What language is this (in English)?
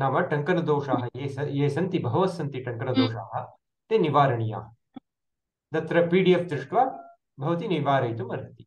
Sanskrit